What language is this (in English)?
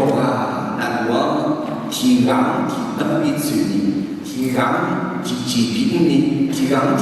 Akha